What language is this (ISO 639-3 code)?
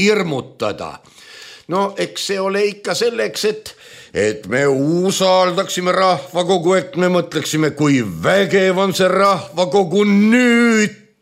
est